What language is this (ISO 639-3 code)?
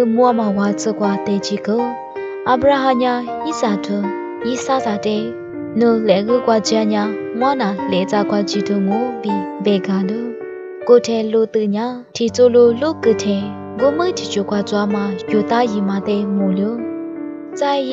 lis